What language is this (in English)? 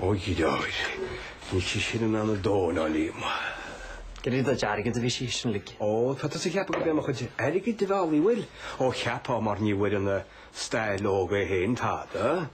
Irish